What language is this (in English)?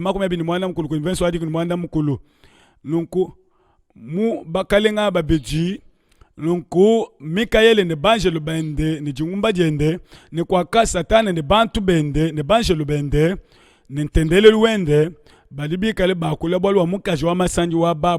Luba-Lulua